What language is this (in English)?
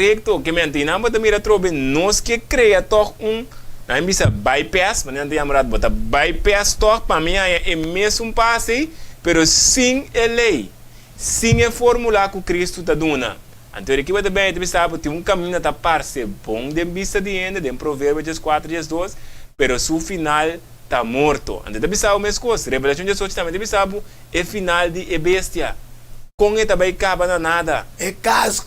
Papiamento